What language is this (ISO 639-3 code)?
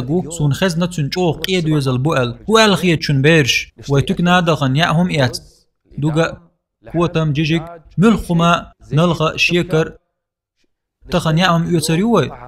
che